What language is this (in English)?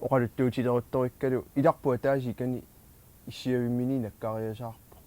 Kalaallisut